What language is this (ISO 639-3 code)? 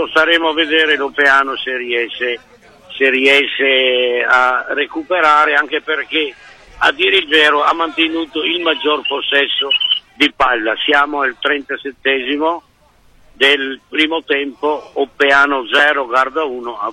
ita